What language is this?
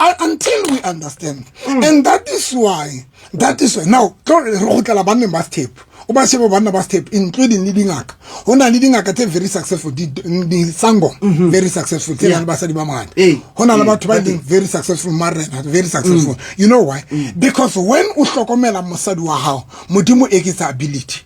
Southern Sotho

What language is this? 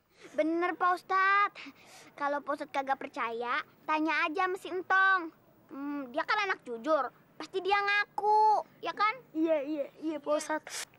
Betawi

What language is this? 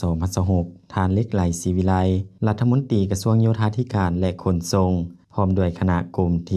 Lao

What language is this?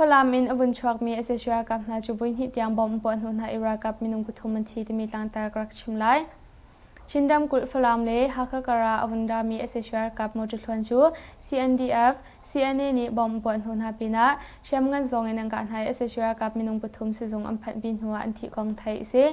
Hakha Chin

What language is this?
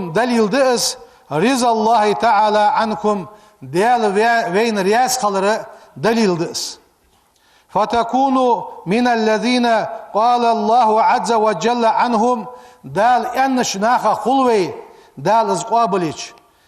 Ingush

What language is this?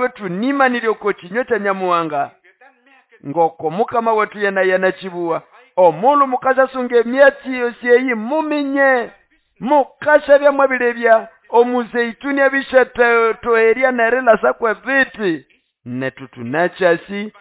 Nande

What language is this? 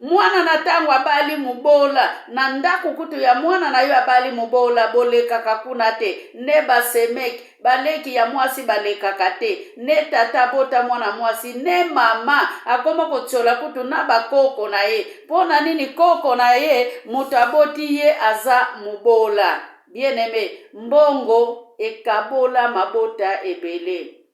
Lingala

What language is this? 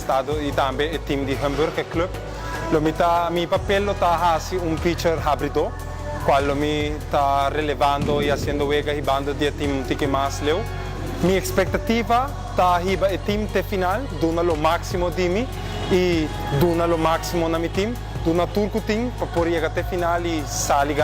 Papiamento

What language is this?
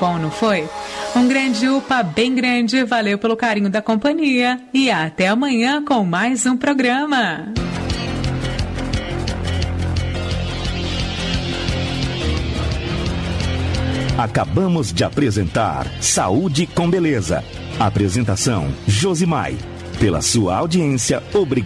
Portuguese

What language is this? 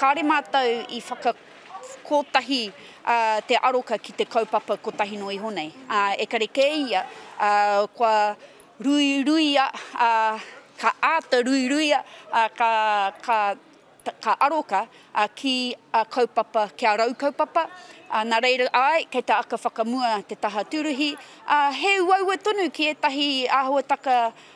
Māori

